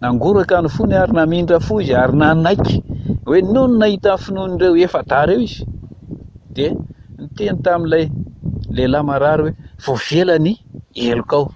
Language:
Malagasy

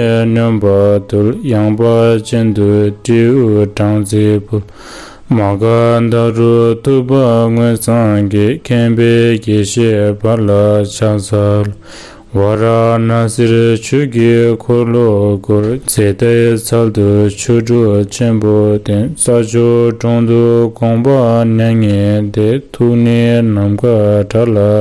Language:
Tibetan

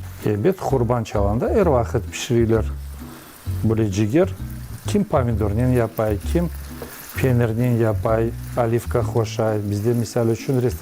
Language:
Crimean Tatar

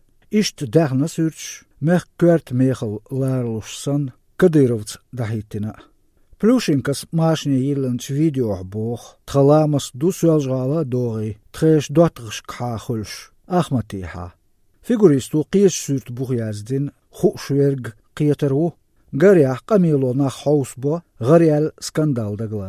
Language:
Chechen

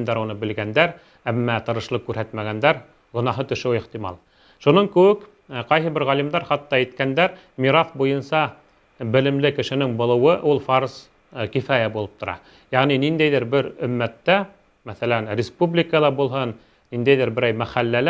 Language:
Bashkir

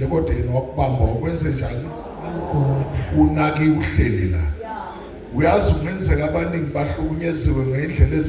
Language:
Zulu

